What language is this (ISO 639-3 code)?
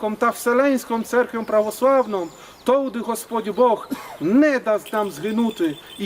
rue